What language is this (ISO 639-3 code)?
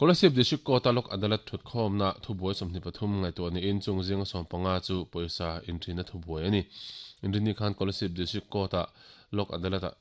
lus